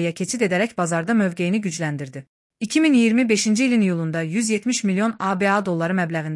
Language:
Azerbaijani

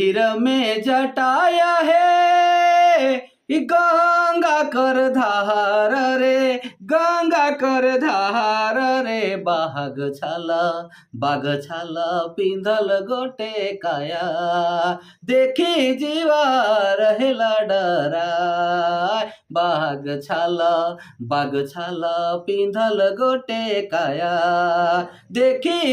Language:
Sadri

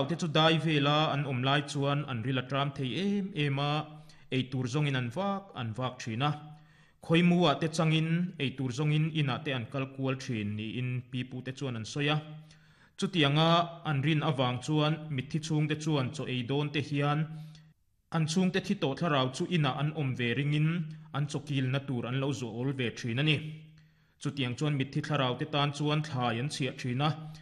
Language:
Mizo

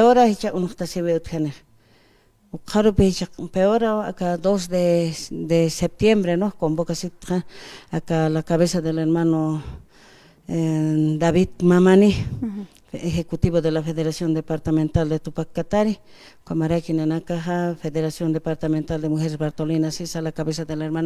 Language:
Aymara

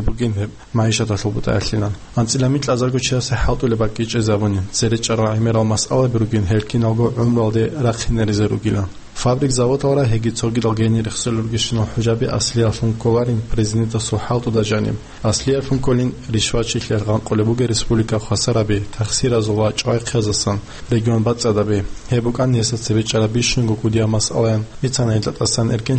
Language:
Avaric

